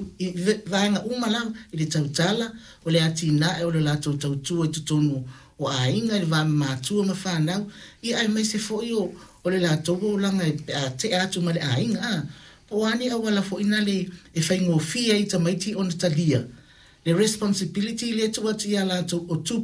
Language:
Samoan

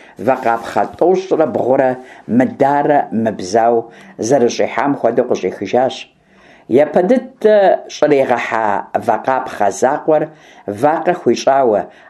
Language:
Kabardian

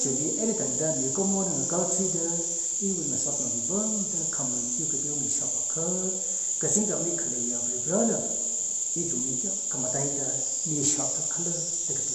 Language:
Tangkhul Naga (India)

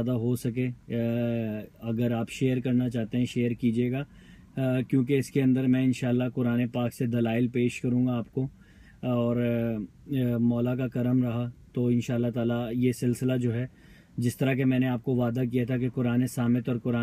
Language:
Urdu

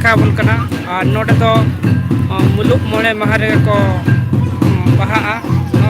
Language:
Santali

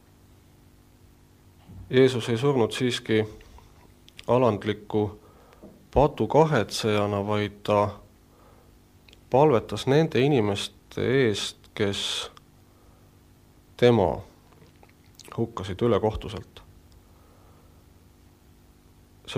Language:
Estonian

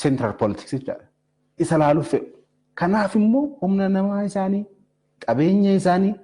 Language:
Oromo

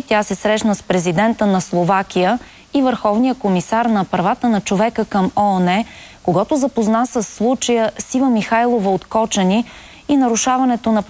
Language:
Bulgarian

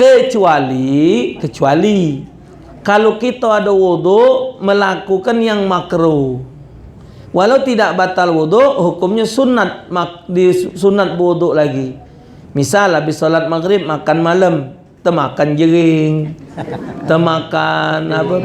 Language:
Musi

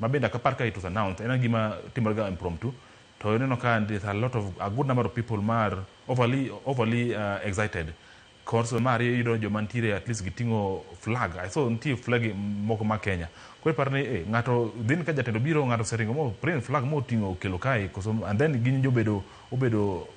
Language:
Luo (Kenya and Tanzania)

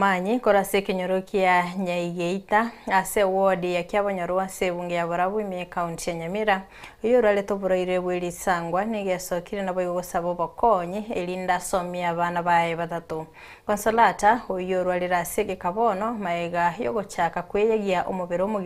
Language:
Gusii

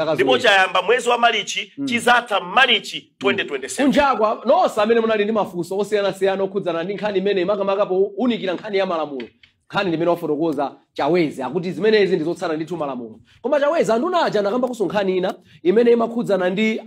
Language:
Nyanja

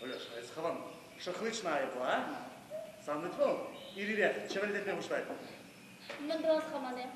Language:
Chuvash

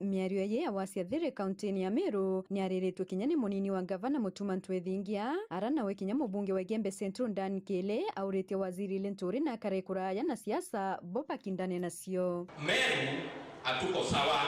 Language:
Meru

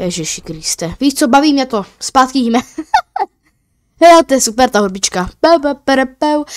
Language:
Czech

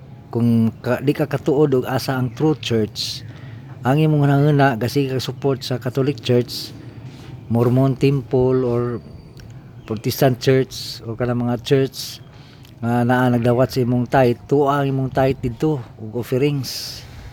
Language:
Cebuano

